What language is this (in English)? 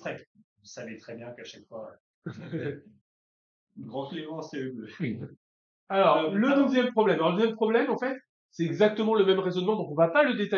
French